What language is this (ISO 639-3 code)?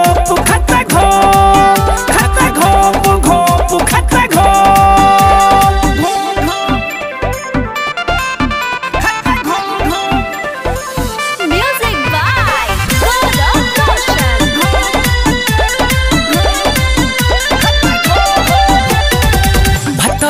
bho